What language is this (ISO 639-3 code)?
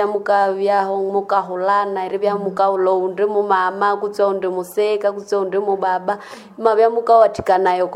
nnb